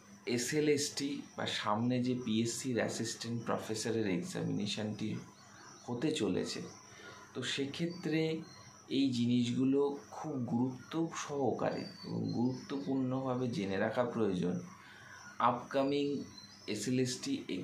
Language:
Bangla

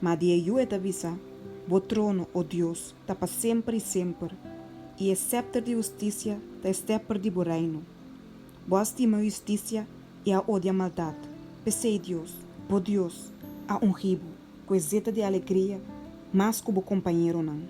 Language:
Papiamento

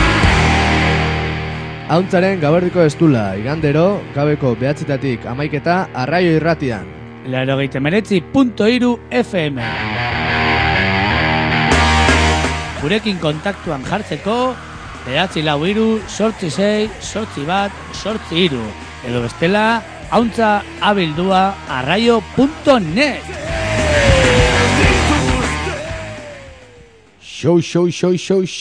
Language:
Basque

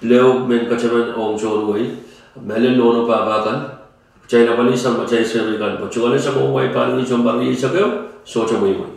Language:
Pohnpeian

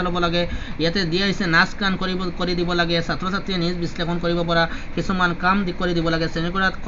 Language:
Assamese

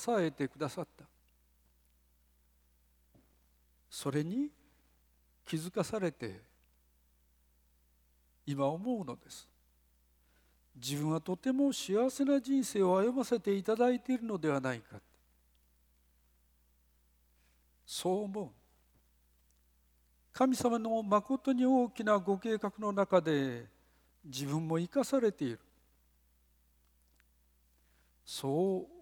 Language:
Japanese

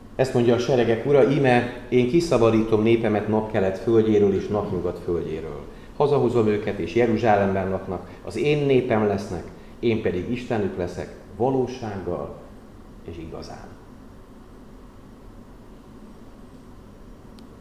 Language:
Hungarian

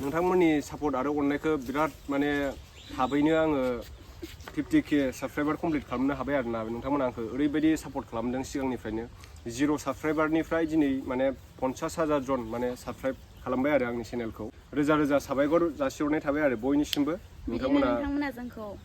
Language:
Bodo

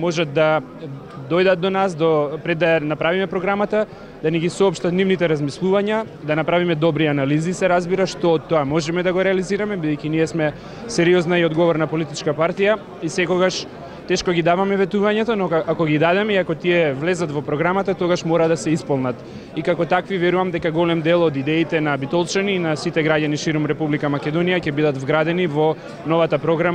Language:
Macedonian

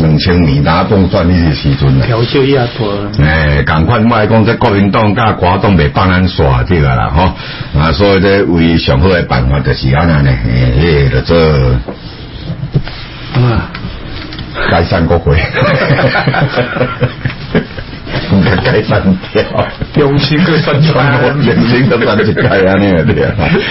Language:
Min Nan Chinese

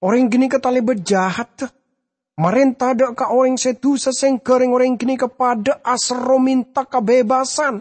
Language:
Madurese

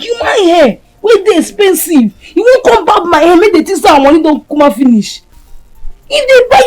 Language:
Nigerian Pidgin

